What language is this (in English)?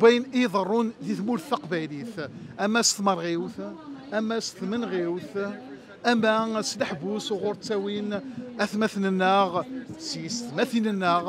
Kabyle